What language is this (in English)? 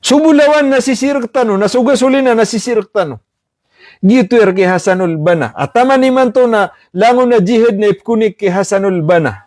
Maranao